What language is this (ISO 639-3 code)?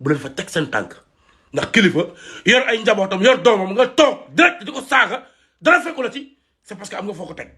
wol